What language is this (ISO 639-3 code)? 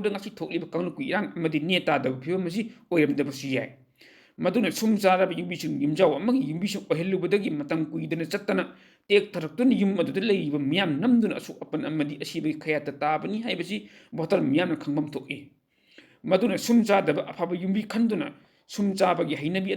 mni